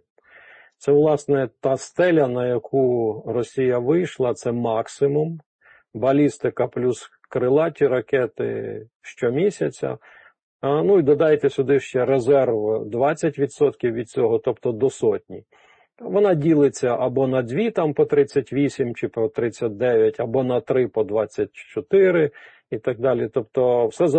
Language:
Ukrainian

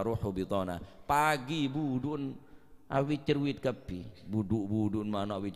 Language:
Madurese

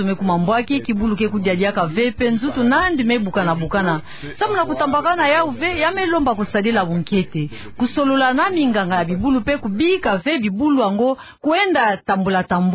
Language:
Kituba (Democratic Republic of Congo)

